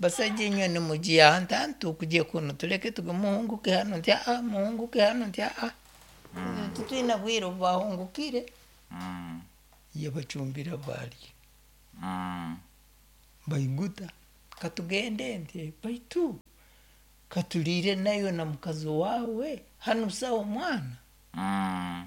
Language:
Nyoro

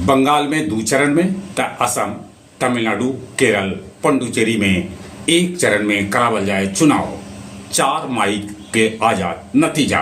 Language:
Magahi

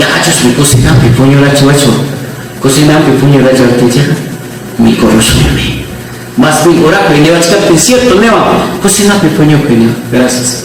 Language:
Ayacucho Quechua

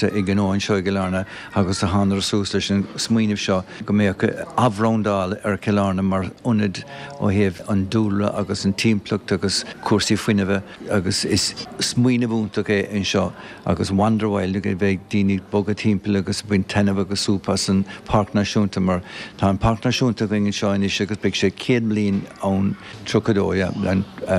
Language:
Irish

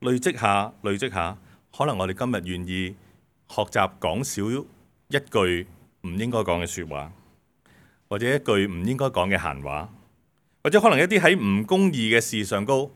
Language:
Cantonese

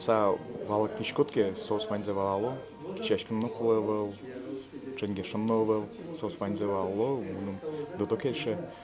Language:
Udmurt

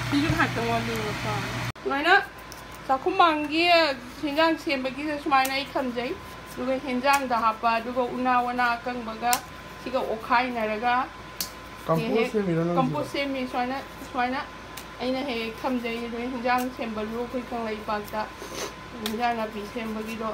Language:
Manipuri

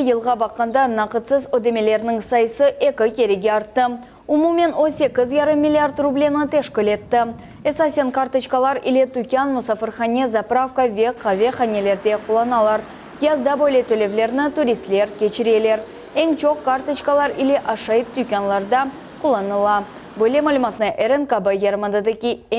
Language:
Crimean Tatar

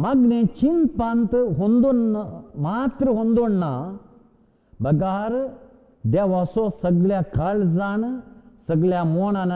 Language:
Konkani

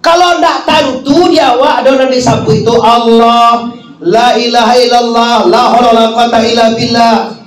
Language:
Minangkabau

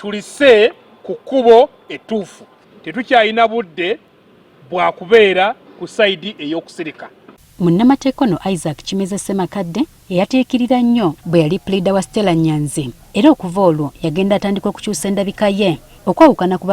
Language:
Ganda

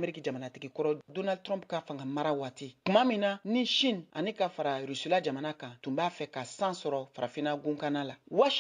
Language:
Bambara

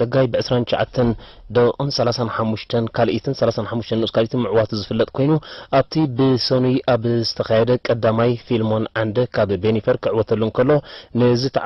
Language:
Tigrinya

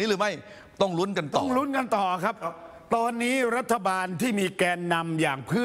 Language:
Thai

